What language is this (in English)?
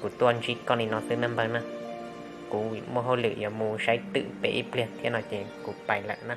Hmong